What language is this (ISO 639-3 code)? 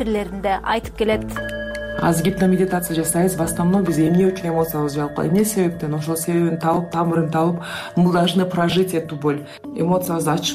kir